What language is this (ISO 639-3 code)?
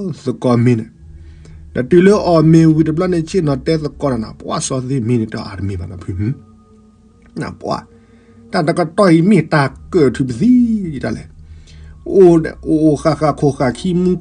ksw